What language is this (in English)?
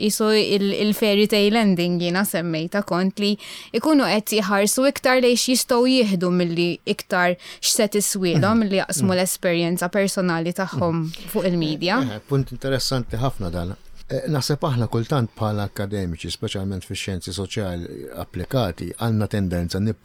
Maltese